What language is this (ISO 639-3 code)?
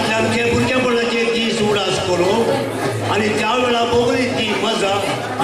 kok